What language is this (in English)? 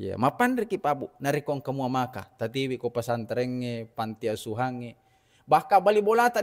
Buginese